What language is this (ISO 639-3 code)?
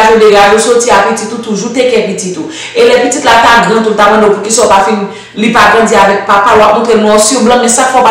hat